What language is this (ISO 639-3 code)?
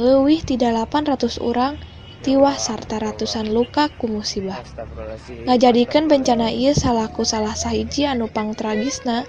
sun